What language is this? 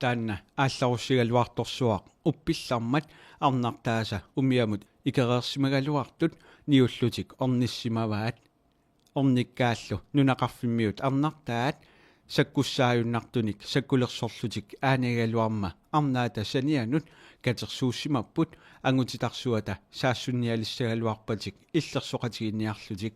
Kalaallisut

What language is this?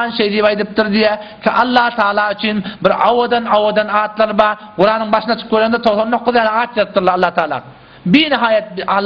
Turkmen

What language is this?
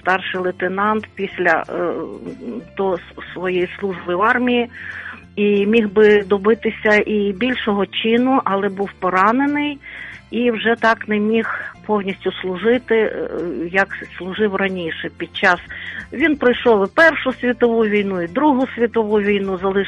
Ukrainian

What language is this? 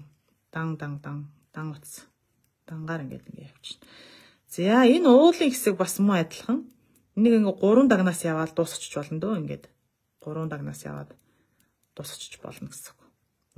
Mongolian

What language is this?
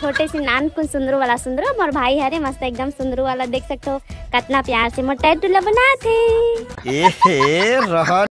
Chhattisgarhi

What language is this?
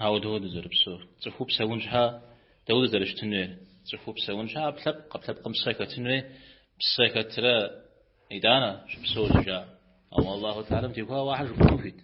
Kabardian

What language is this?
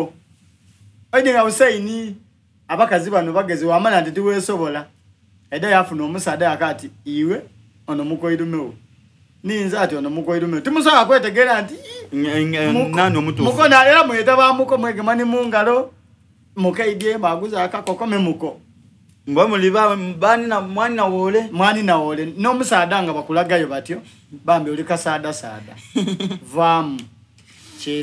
Soga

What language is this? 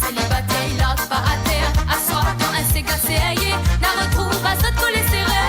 Morisyen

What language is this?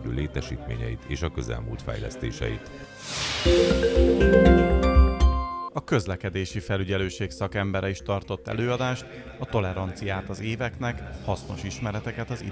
Hungarian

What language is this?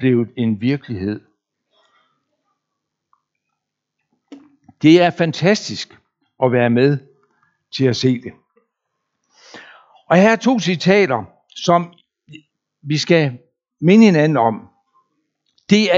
Danish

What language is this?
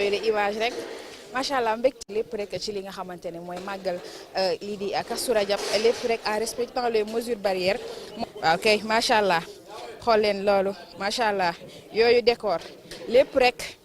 Wolof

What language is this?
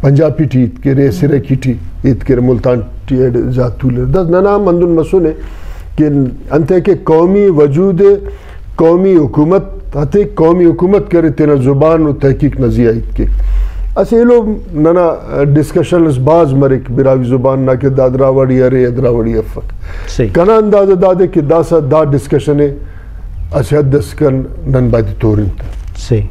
Brahui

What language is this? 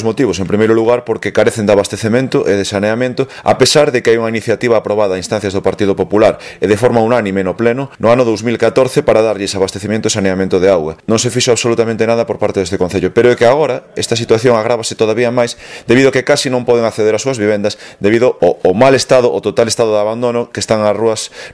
Galician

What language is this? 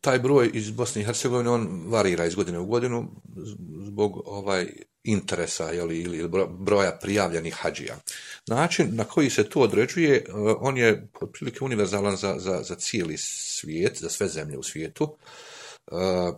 Bosnian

